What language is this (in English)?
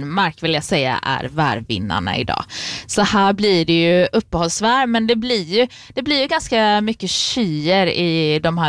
Swedish